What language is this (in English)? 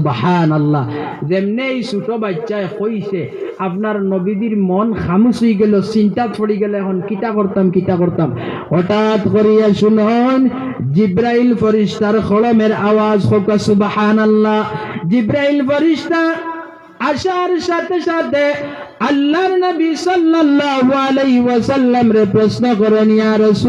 Sylheti